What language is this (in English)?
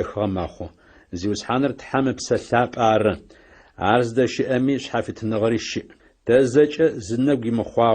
Adyghe